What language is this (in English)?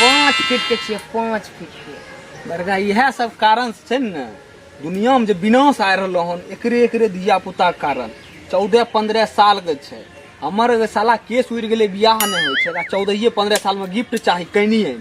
Maithili